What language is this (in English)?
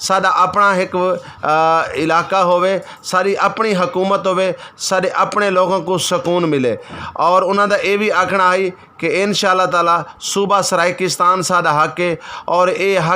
Saraiki